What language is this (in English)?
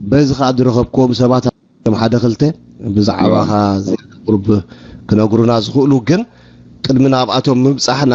Tigrinya